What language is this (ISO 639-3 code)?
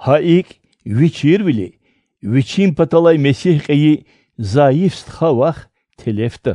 lez